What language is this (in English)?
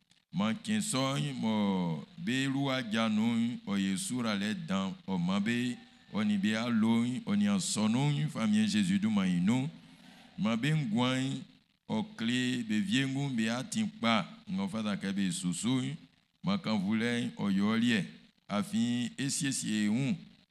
Baoulé